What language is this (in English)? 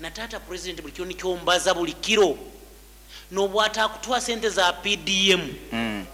Nyoro